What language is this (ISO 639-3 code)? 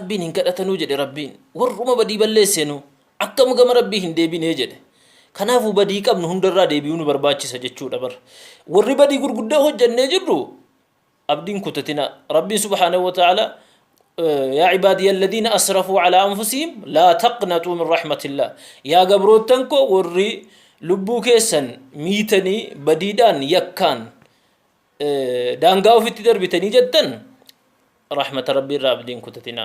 orm